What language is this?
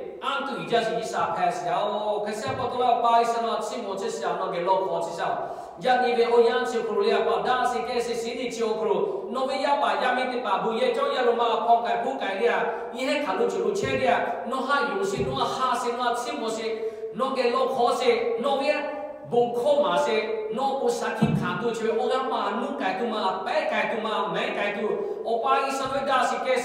Lahu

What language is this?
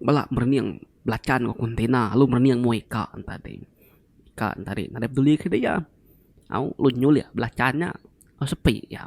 Iban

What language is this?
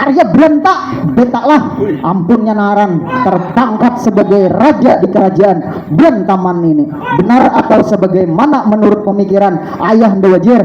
Banjar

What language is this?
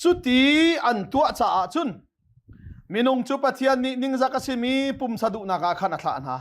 Hakha Chin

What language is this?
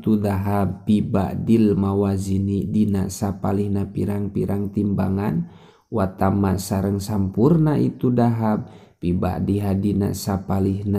Sundanese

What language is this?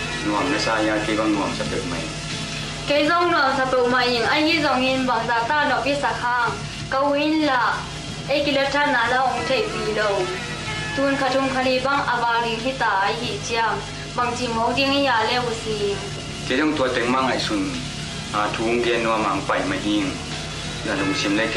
Tedim Chin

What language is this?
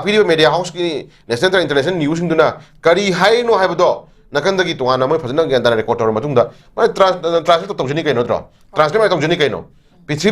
Manipuri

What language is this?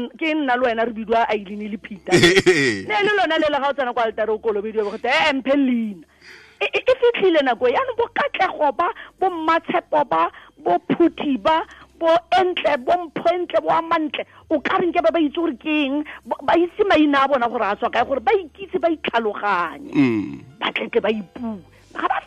Tswana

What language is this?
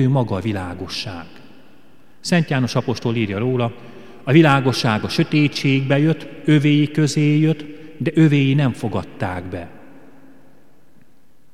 Hungarian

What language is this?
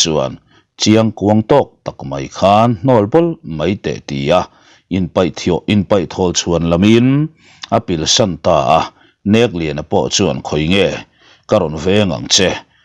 Mizo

